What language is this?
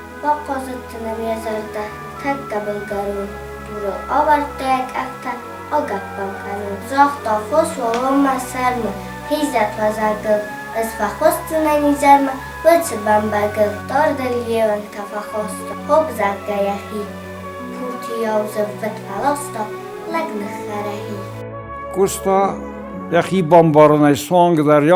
Ossetic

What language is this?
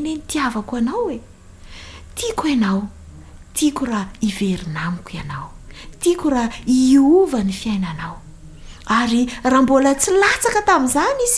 Malagasy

